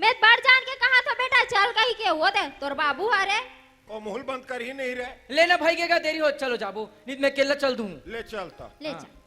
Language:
Chhattisgarhi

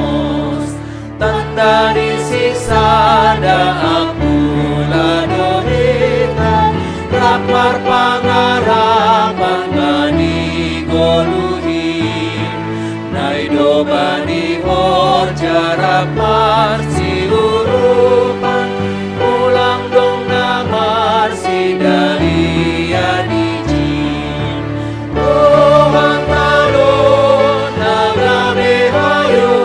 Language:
Batak Simalungun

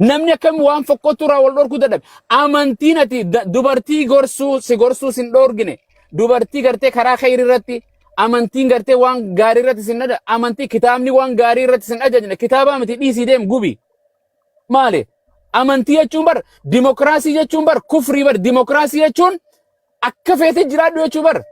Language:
Oromo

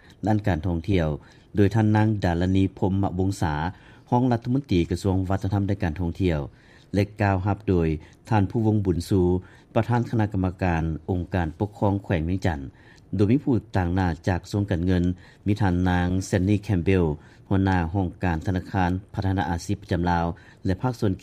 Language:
Lao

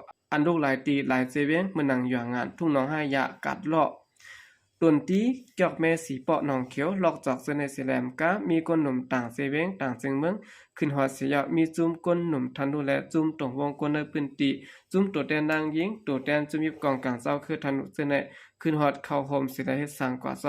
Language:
Shan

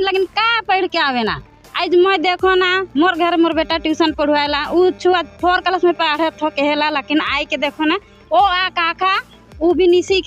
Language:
Sadri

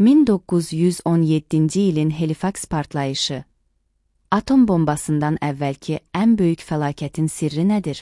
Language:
Azerbaijani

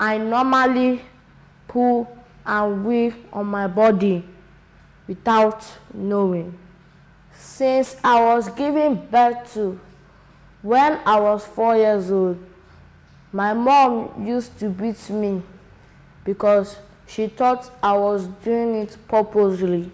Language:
Nigerian Pidgin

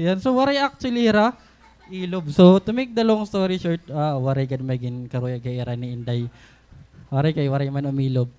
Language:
Waray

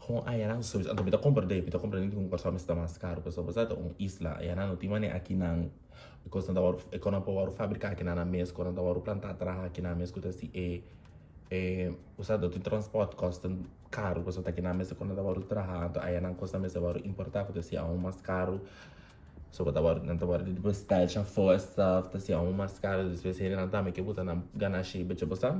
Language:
Papiamento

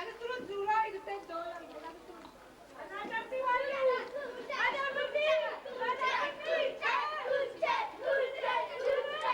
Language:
Neapolitan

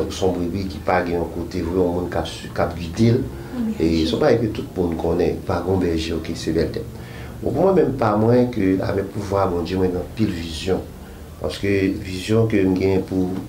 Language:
Haitian Creole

